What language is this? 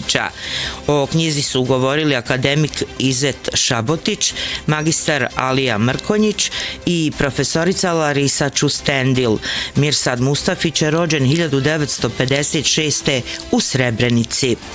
Bosnian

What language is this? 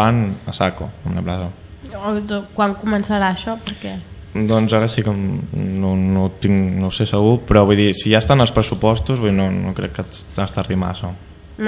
Catalan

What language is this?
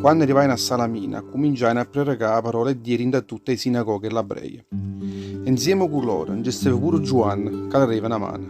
Neapolitan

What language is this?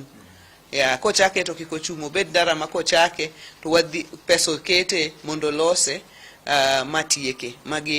Luo (Kenya and Tanzania)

